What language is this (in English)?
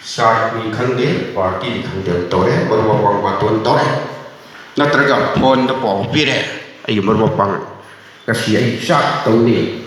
Manipuri